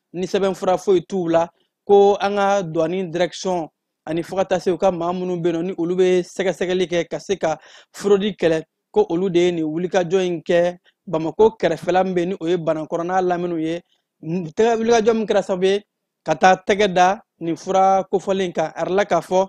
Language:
Bambara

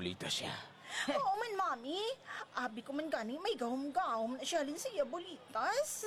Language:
Hiligaynon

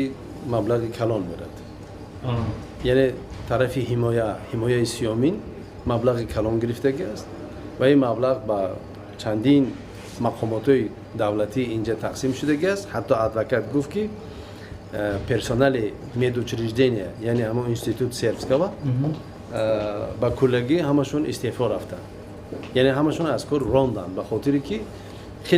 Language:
Tajik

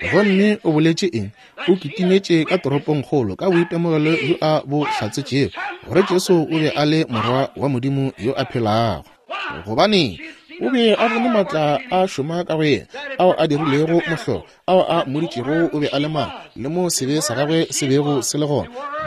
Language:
Northern Sotho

